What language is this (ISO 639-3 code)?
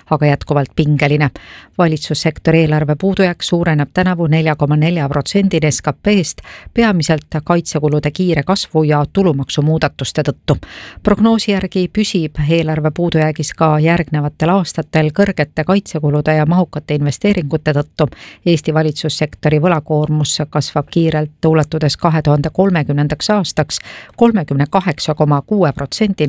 est